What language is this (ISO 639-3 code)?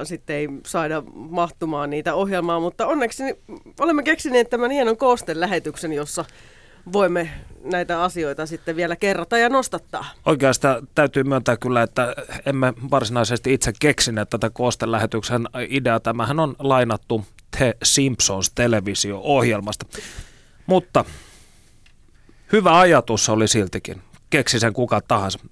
fin